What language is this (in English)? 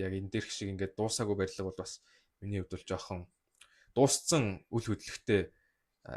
Mongolian